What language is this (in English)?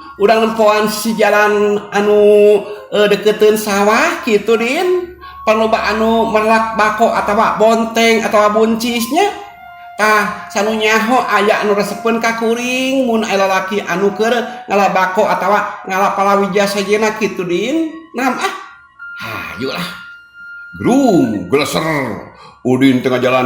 Sundanese